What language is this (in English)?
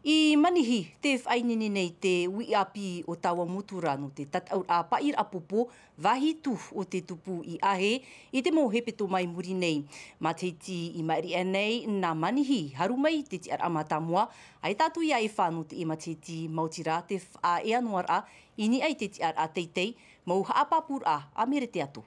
Tahitian